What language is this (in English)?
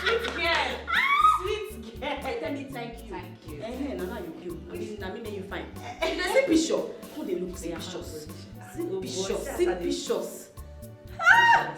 Nigerian Pidgin